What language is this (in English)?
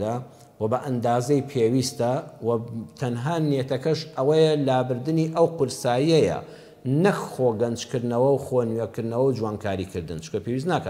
Central Kurdish